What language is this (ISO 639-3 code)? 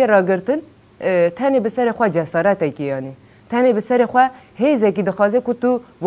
kur